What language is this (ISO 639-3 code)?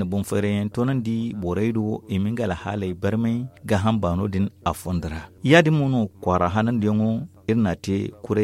dje